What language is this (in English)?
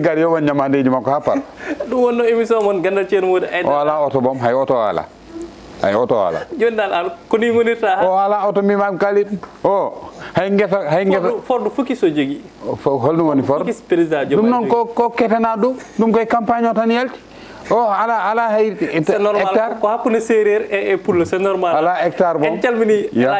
Fula